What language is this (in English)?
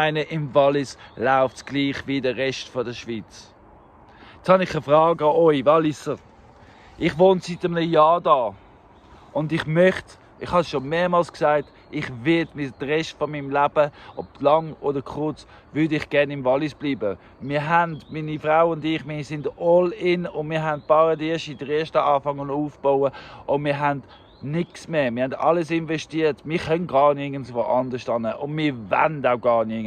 Swiss German